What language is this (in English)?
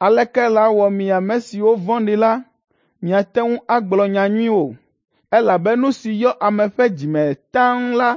Ewe